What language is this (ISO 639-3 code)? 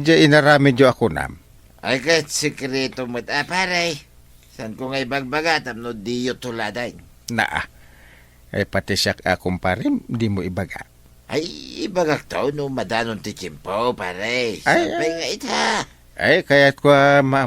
ilo